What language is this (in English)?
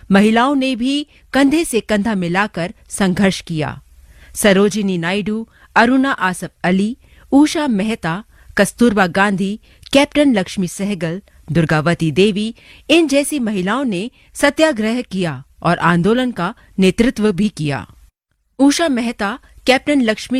Hindi